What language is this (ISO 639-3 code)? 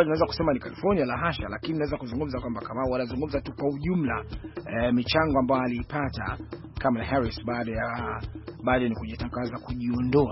swa